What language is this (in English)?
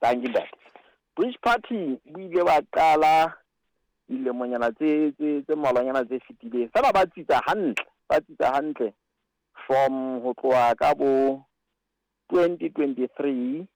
Southern Sotho